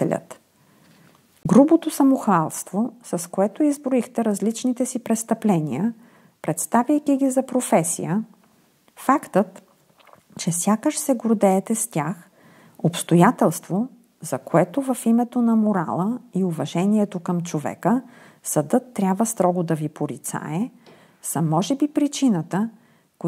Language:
Bulgarian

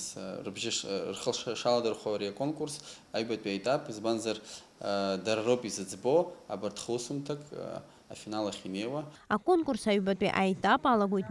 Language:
Abkhazian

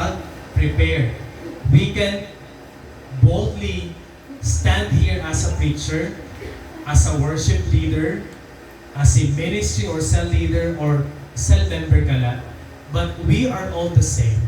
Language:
Waray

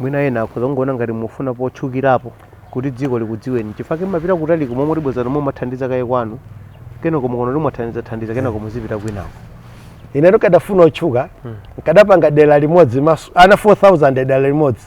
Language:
Nyanja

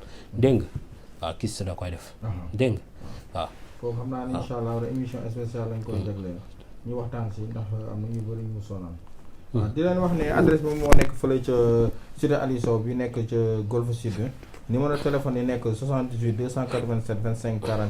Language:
Wolof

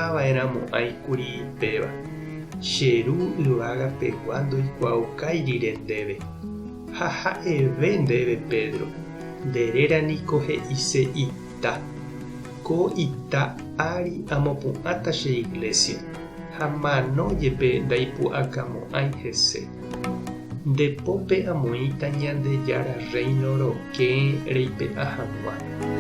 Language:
Guarani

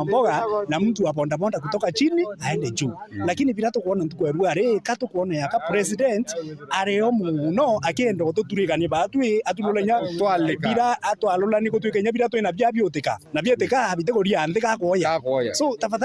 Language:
Meru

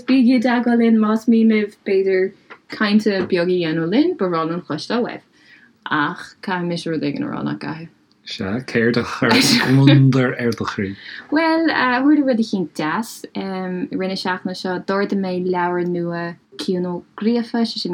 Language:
Irish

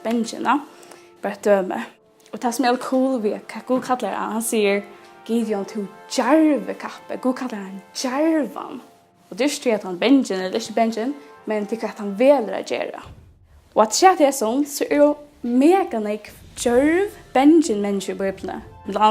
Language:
Faroese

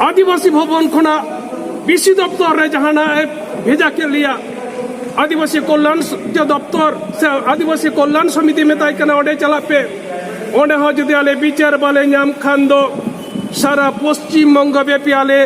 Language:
Santali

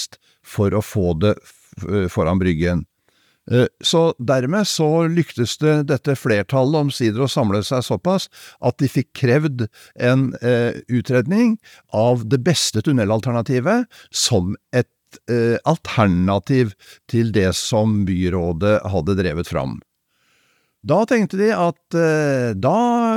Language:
Norwegian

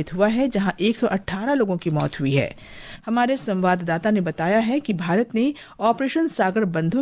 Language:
Hindi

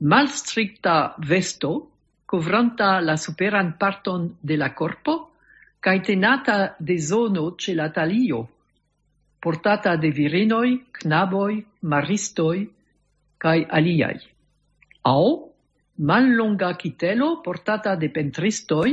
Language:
Esperanto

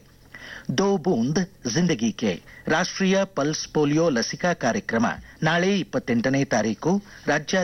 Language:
Kannada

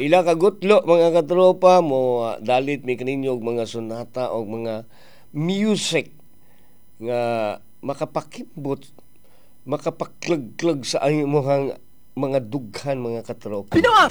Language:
Cebuano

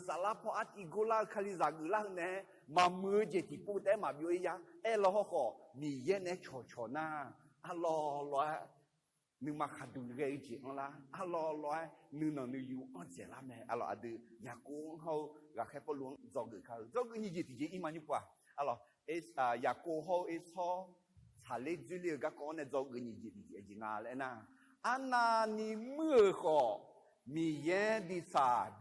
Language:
Akha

